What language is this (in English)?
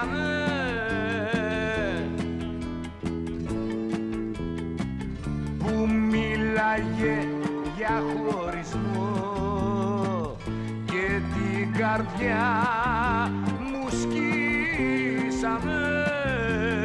Greek